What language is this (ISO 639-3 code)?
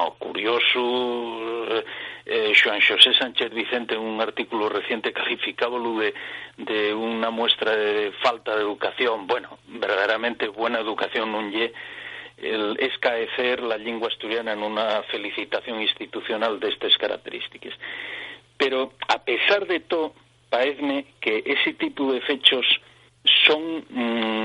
ast